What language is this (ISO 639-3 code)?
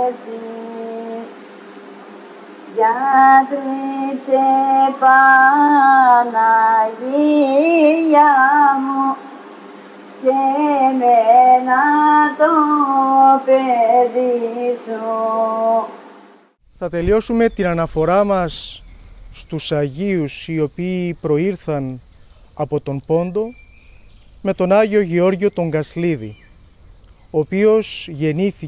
ell